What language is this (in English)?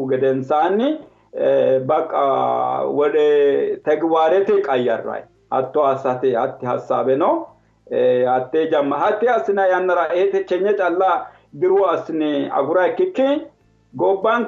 Sidamo